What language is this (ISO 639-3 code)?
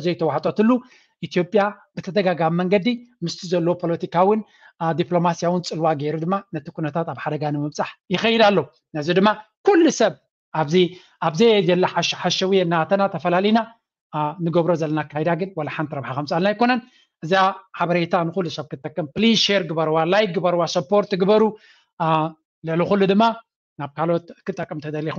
tir